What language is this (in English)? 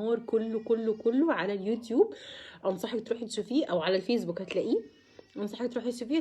Egyptian Arabic